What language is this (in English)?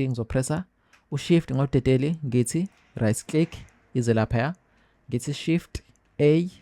Zulu